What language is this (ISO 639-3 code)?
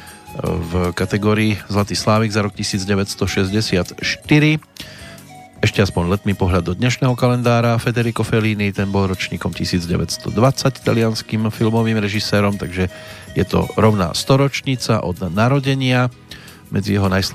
slk